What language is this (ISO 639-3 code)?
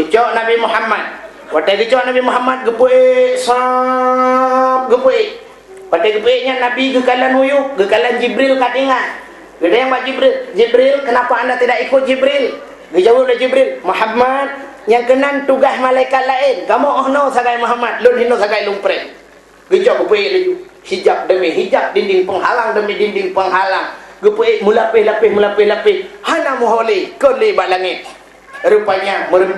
ace